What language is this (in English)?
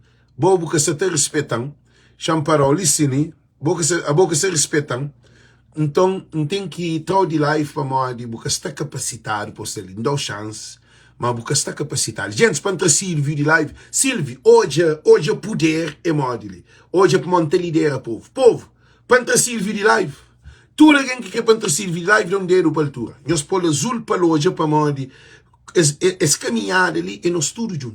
Kabuverdianu